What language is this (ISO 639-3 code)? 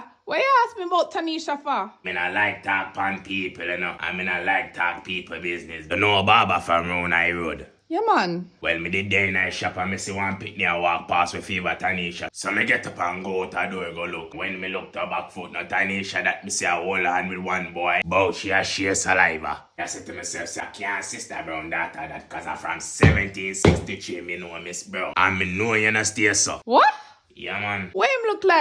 jam